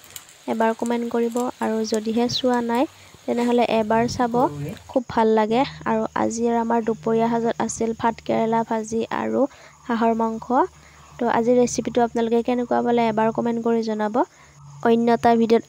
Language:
Assamese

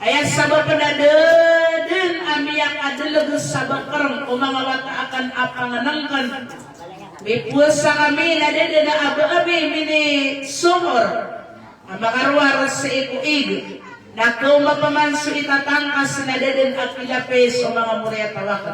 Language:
Maranao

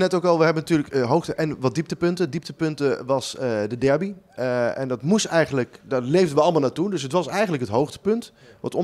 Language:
Dutch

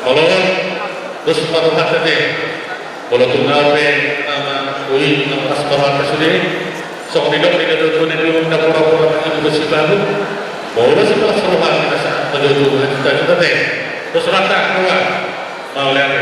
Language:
Batak Toba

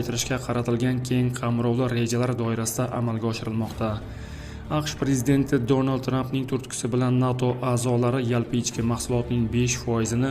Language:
Uzbek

